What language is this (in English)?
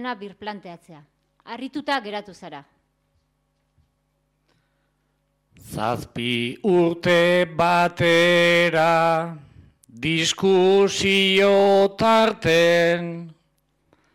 Basque